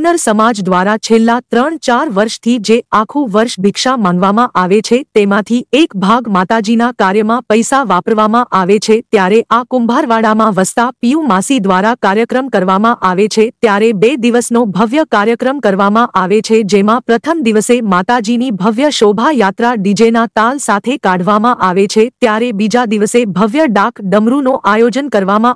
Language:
Gujarati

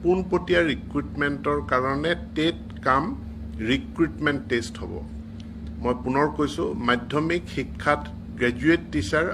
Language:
Assamese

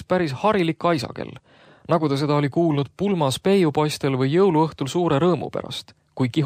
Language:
Estonian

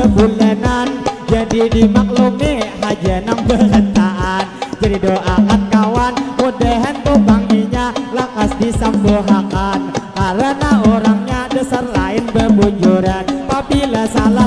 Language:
Banjar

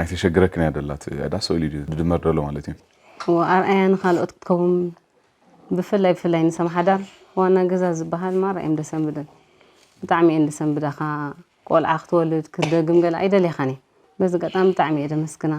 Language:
Tigrinya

